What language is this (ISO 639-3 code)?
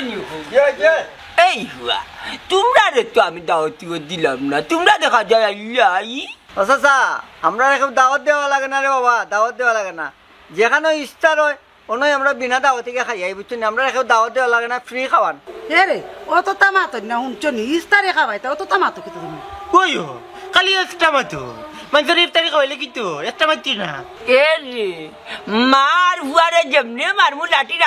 syl